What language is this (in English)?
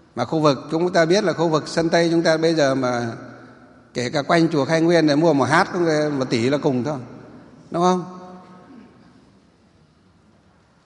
Vietnamese